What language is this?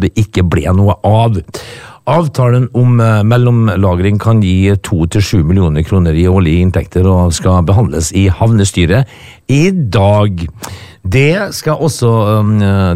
Norwegian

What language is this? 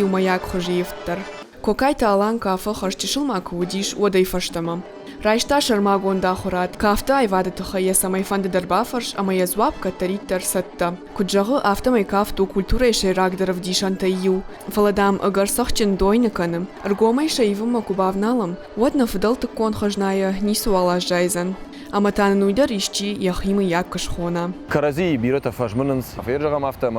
Ossetic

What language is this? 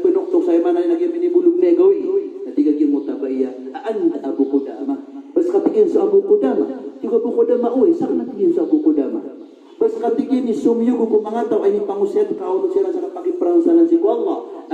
Maranao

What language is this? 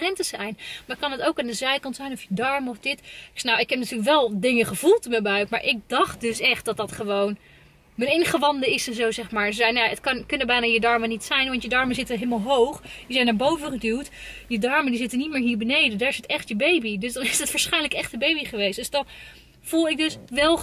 Dutch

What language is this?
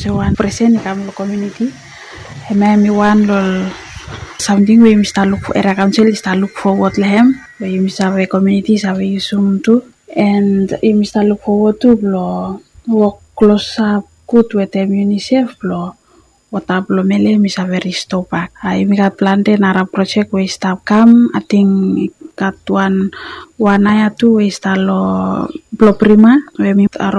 Bislama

